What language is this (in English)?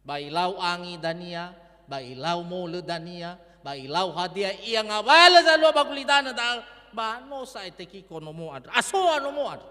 Nias